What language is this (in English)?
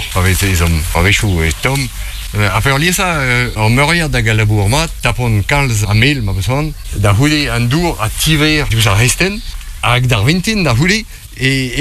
Breton